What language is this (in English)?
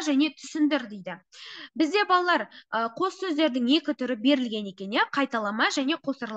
Kazakh